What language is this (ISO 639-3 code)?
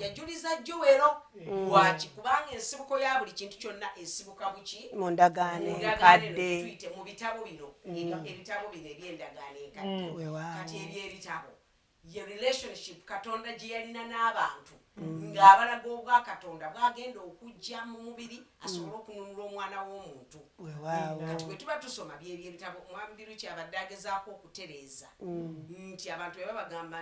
lug